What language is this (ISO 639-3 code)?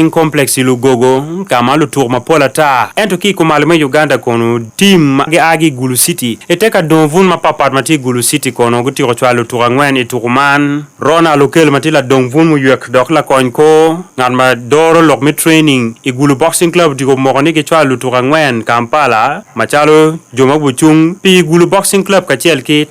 ach